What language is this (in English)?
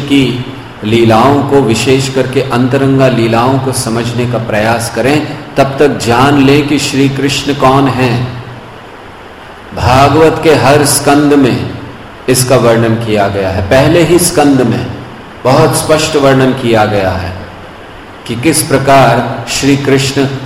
Hindi